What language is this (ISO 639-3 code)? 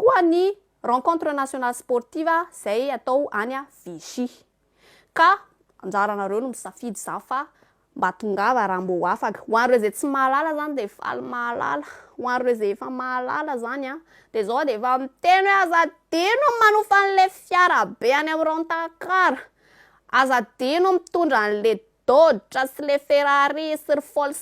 mlg